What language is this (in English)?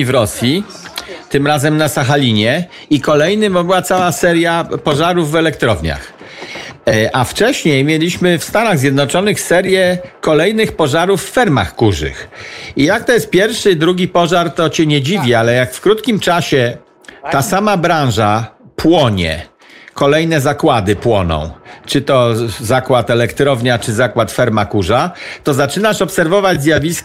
Polish